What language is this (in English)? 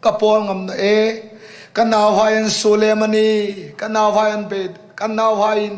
Hmar